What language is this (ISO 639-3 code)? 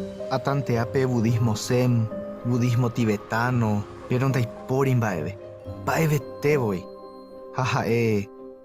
grn